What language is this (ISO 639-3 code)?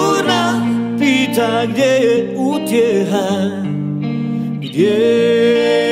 hrv